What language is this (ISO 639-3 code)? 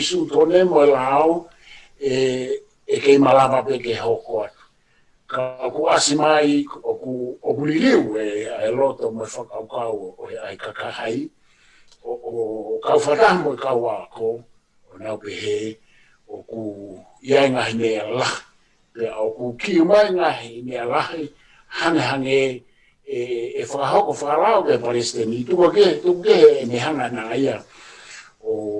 ton